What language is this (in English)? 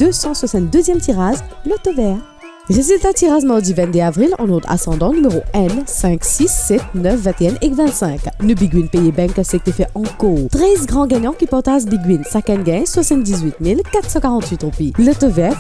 Morisyen